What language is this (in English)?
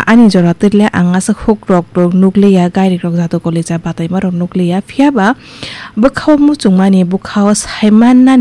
Kok Borok